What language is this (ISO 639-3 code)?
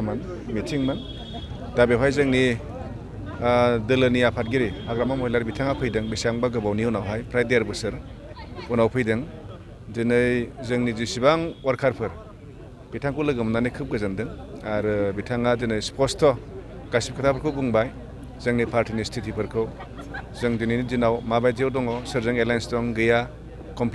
brx